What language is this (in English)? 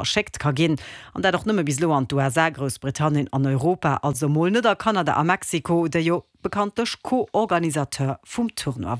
Luxembourgish